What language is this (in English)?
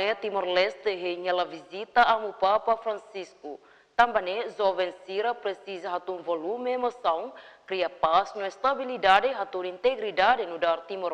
Tetum